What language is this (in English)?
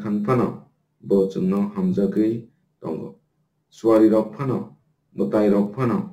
Kok Borok